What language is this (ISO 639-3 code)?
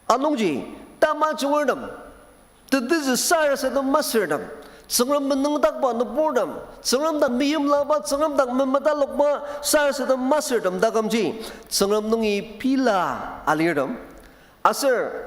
njo